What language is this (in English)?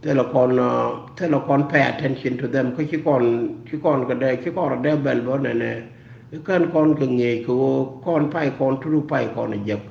Nuer